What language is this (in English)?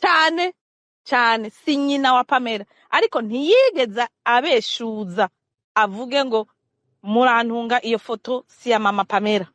Rundi